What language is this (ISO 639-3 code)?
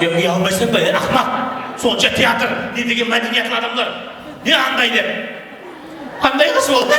kaa